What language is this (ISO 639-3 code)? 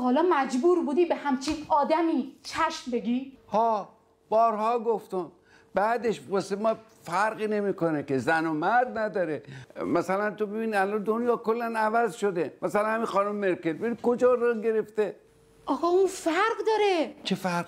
fas